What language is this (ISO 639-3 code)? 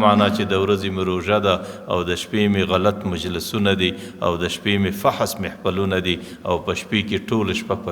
pus